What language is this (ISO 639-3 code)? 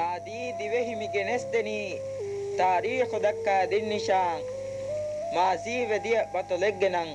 div